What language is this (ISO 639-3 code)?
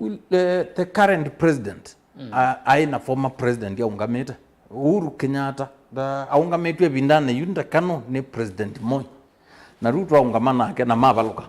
kam